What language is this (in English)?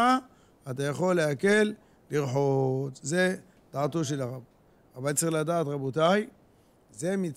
Hebrew